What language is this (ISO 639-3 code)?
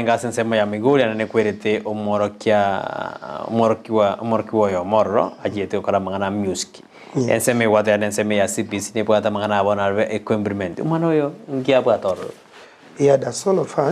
guz